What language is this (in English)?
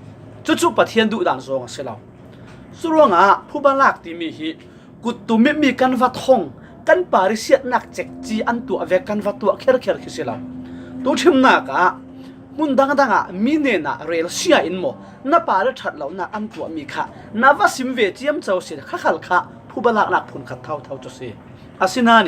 Falam Chin